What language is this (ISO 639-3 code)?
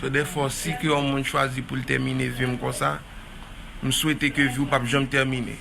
hat